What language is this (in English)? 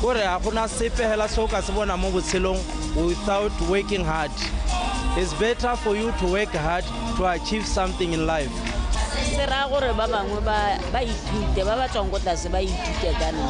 Tswana